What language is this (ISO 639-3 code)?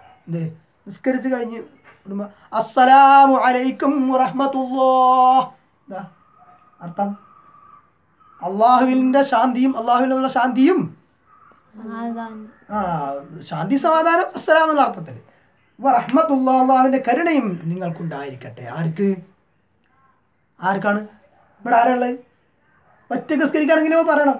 mal